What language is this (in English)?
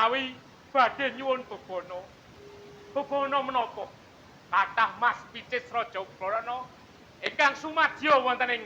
Javanese